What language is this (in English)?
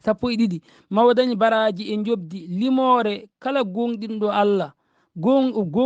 Fula